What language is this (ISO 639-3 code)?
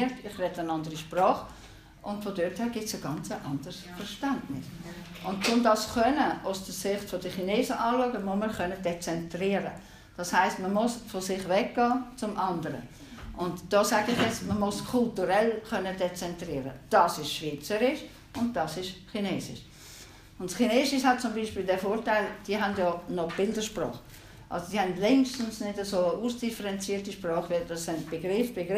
deu